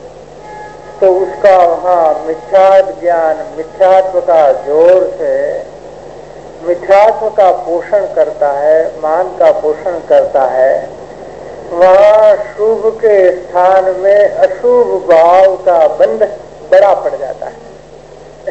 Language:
Hindi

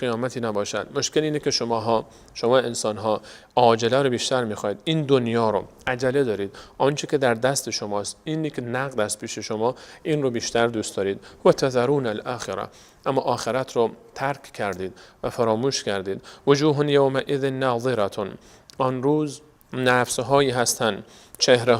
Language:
Persian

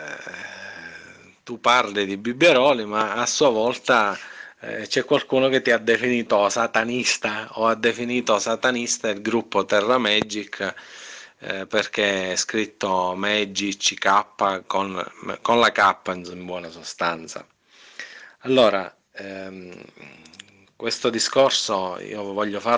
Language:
Italian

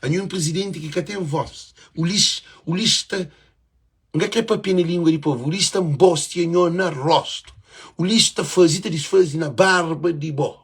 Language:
Kabuverdianu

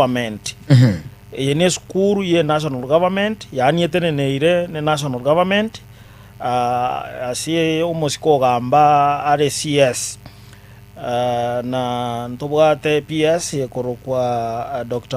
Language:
Gusii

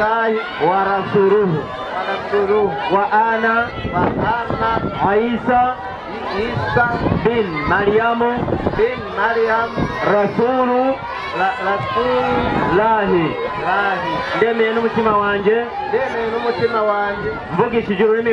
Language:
Rundi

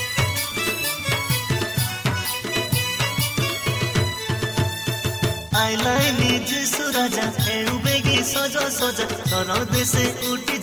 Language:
Odia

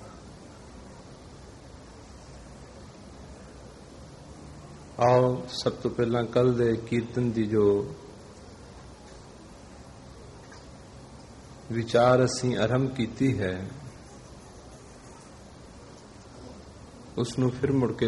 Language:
Punjabi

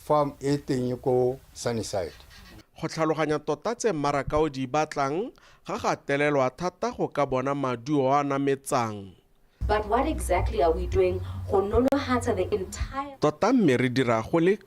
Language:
Tswana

